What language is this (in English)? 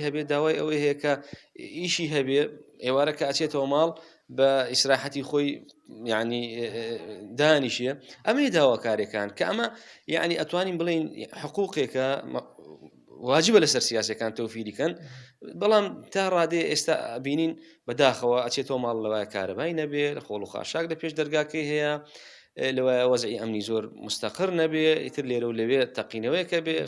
Central Kurdish